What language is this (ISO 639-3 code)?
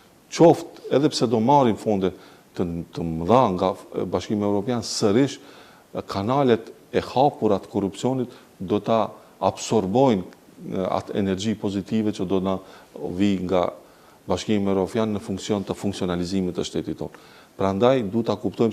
sqi